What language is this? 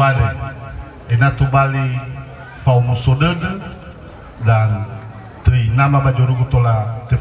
Nias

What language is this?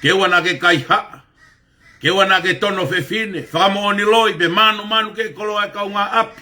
Tongan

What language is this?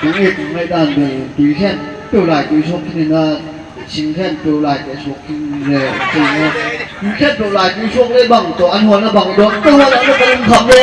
Tedim Chin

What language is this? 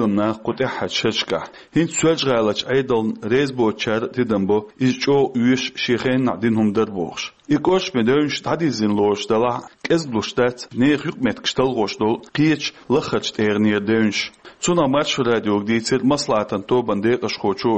Chechen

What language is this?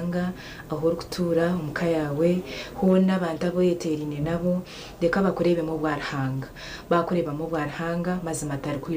Nyankole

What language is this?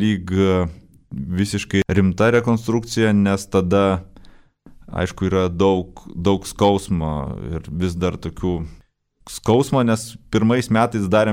Lithuanian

